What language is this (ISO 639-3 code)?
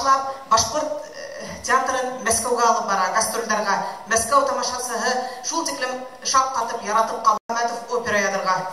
bak